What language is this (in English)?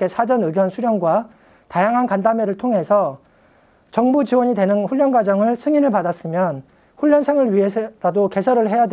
Korean